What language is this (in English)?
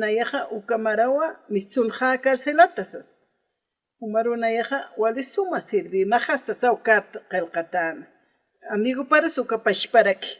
Aymara